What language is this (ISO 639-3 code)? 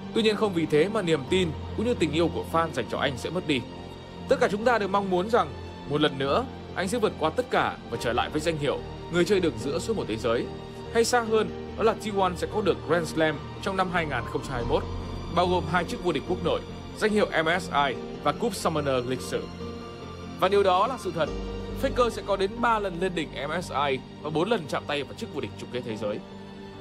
vie